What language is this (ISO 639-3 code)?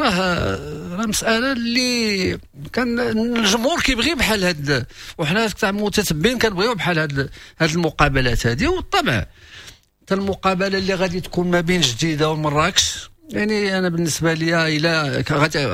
ary